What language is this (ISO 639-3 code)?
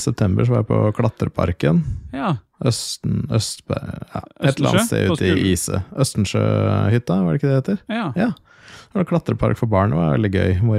nor